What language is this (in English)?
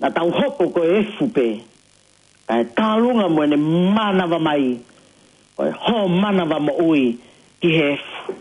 Tongan